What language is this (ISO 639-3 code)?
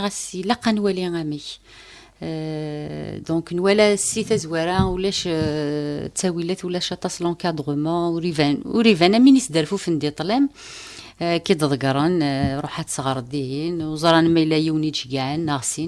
kab